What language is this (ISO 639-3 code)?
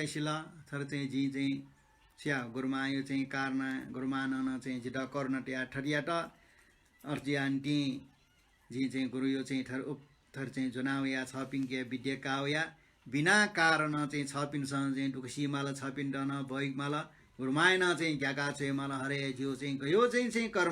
new